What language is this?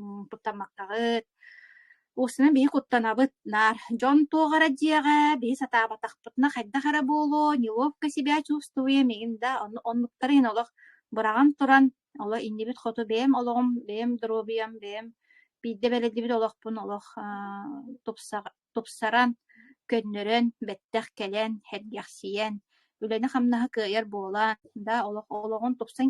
Yakut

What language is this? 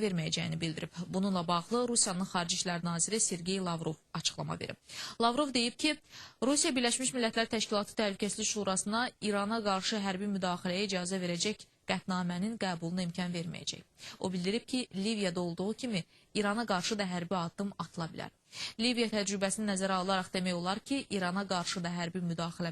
Azerbaijani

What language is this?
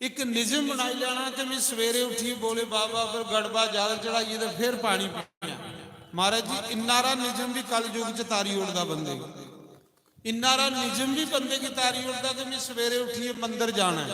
Dogri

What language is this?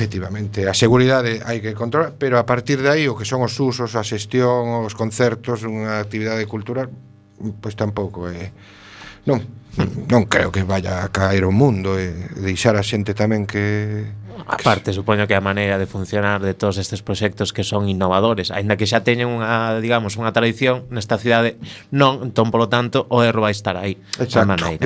Galician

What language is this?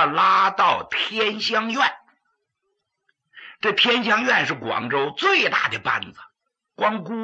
Chinese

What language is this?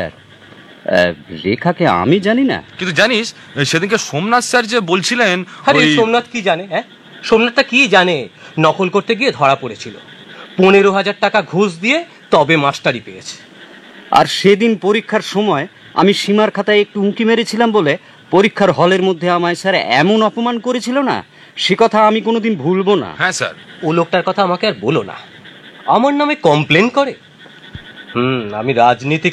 Bangla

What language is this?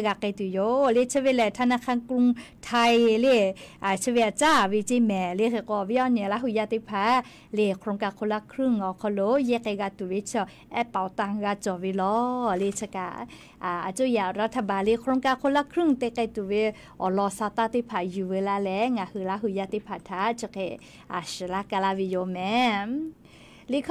Lahu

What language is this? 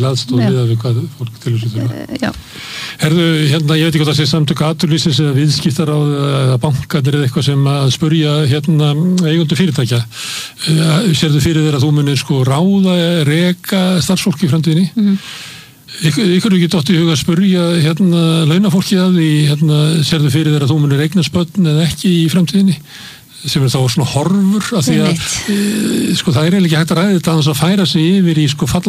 Icelandic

